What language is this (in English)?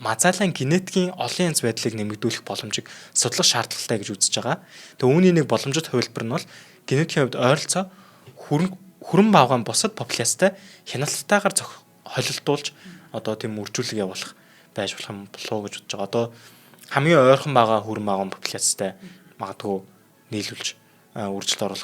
Mongolian